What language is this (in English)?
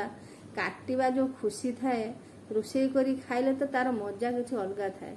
Odia